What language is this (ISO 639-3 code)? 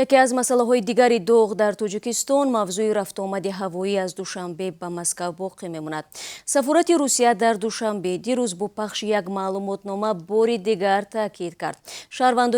tgk